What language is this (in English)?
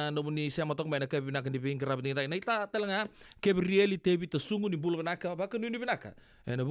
Fijian